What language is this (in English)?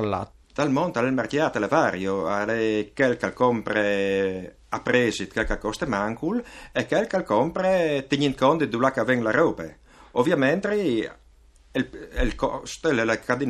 Friulian